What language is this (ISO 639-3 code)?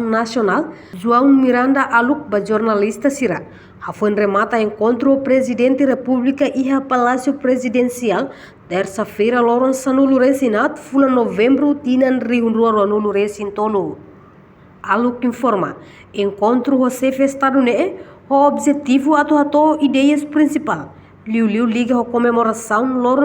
tet